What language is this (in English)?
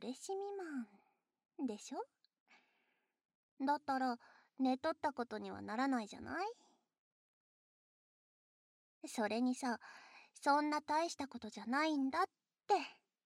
Japanese